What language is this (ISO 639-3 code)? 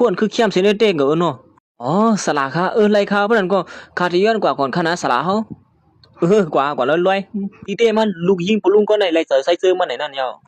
shn